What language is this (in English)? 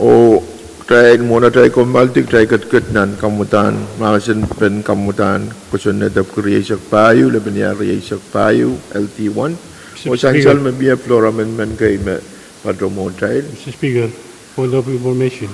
Pohnpeian